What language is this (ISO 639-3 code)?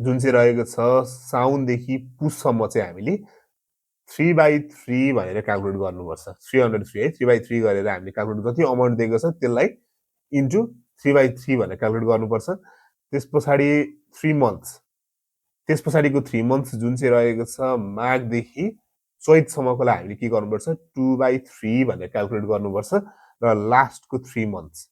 nep